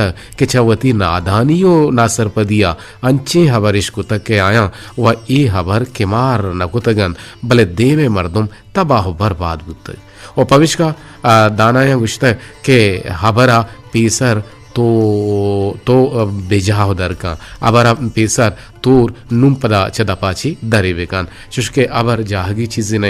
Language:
Eastern Balochi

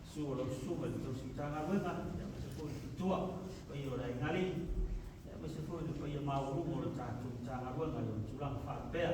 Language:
Samoan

